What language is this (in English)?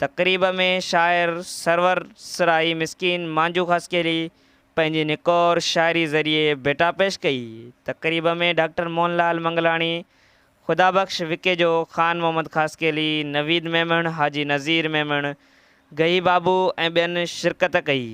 Sindhi